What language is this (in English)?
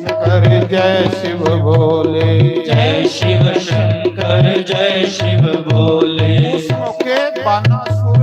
Dogri